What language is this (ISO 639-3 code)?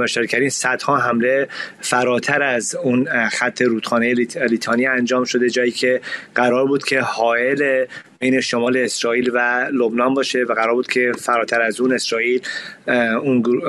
fas